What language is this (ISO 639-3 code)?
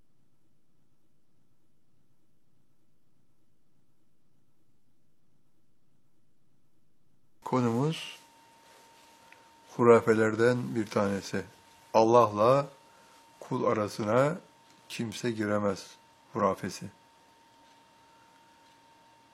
tur